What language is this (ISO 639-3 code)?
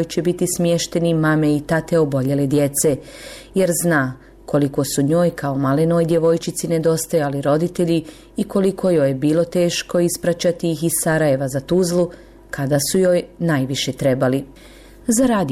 bos